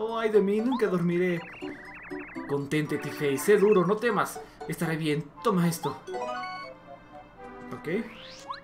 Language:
Spanish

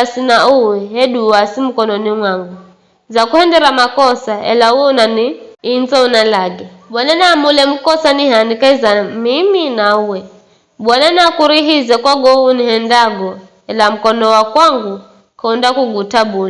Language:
Giryama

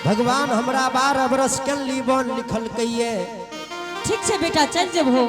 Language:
Angika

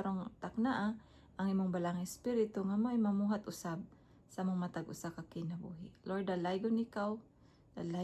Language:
Cebuano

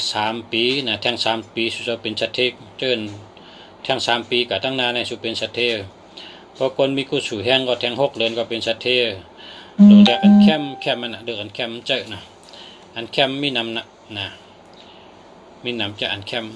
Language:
Shan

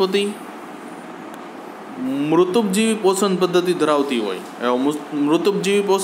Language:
Gujarati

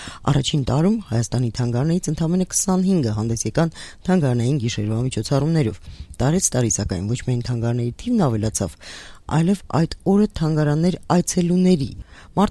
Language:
Armenian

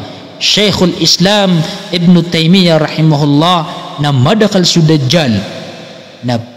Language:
Maranao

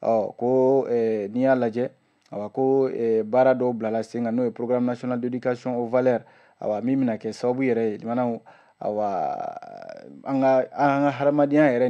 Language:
Bambara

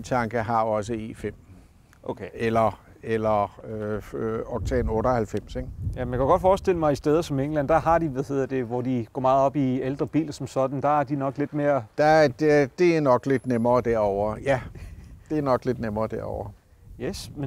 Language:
Danish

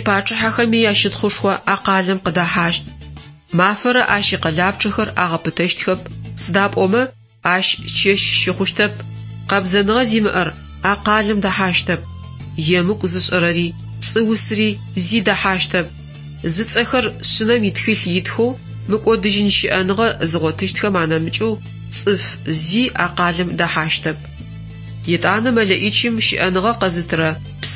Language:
Adyghe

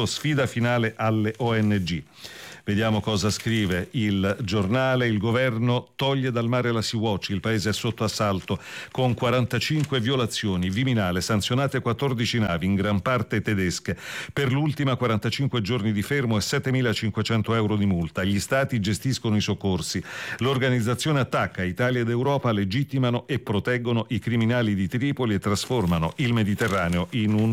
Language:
Italian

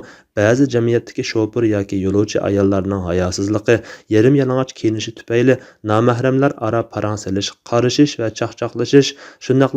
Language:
Uyghur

